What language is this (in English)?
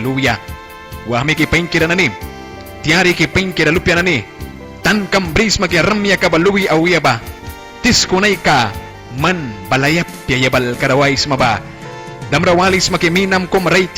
Mískito